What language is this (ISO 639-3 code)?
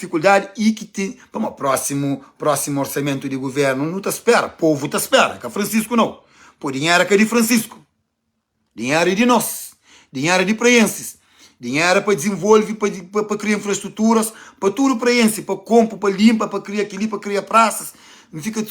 kea